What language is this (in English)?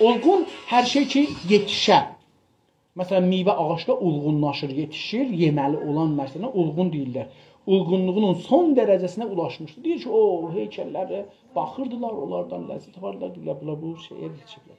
South Azerbaijani